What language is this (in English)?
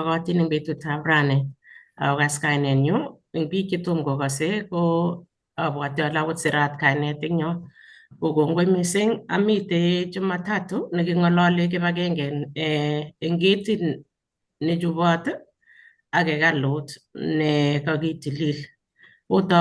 Kalenjin